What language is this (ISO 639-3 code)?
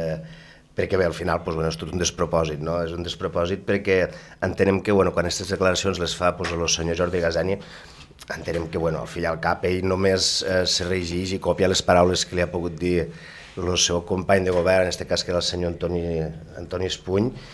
cat